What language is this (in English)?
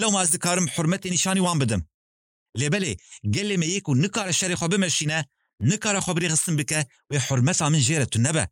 Kurdish